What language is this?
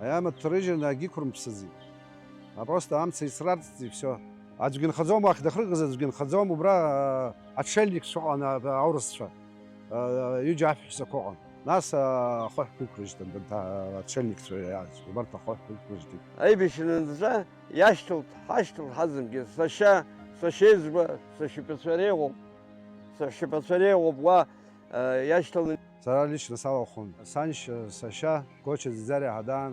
Abkhazian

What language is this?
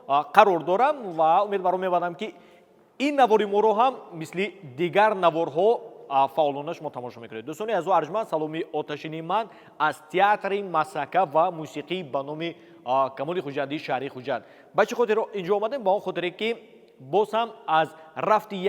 Tajik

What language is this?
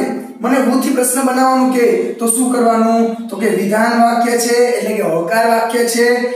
Gujarati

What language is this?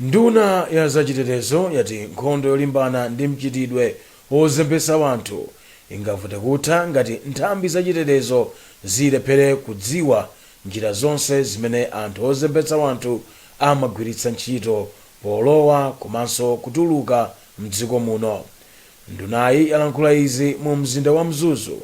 Nyanja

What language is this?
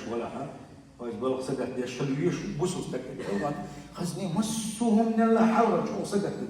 Chechen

